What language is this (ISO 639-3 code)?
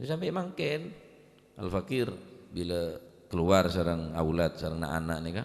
mad